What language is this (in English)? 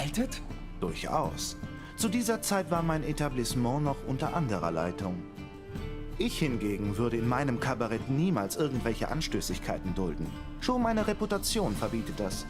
Swiss German